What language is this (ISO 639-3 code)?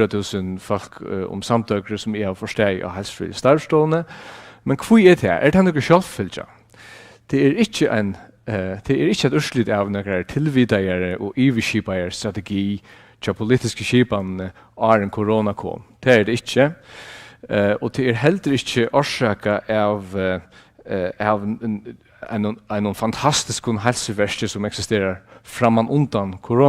fao